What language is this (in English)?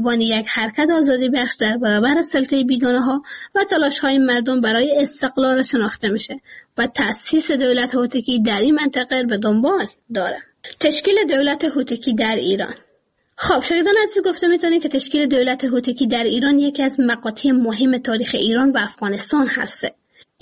Persian